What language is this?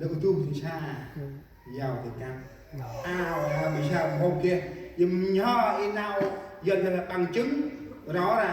Central Mnong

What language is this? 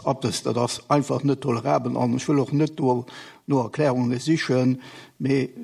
Luxembourgish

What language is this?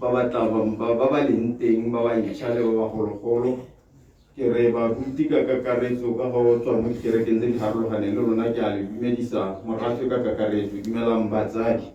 Tswana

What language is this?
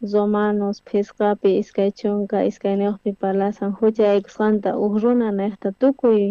South Bolivian Quechua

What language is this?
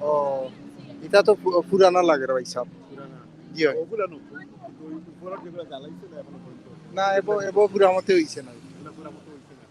Sylheti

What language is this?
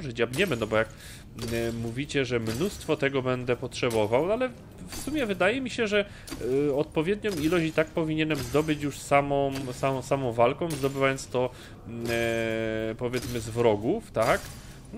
Polish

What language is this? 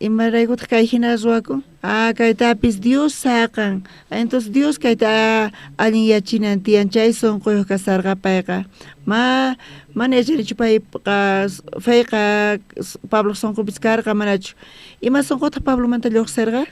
South Bolivian Quechua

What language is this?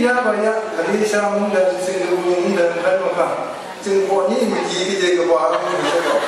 Kachin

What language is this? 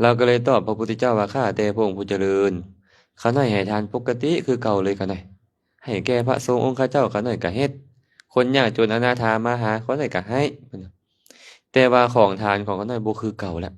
Lao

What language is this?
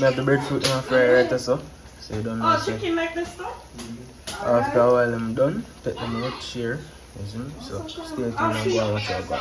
Jamaican Creole English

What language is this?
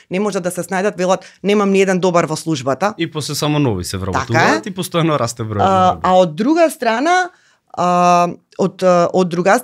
Macedonian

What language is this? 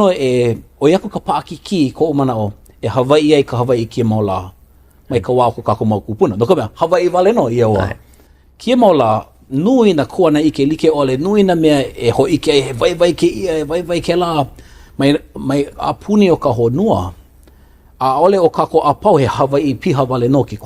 Hawaiian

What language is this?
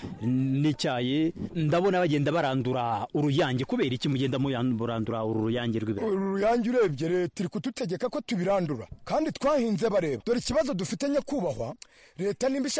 Kinyarwanda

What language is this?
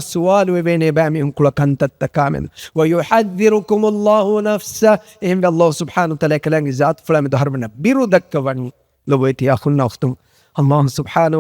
Divehi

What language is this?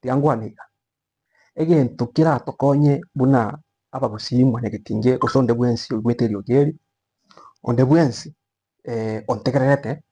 Gusii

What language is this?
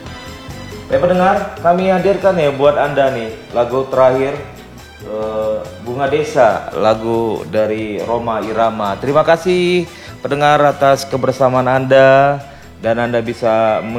Indonesian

